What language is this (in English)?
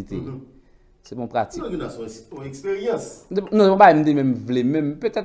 Haitian Creole